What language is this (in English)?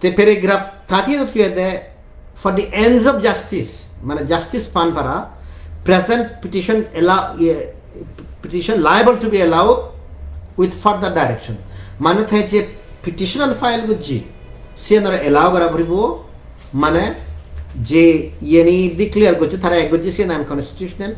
Chakma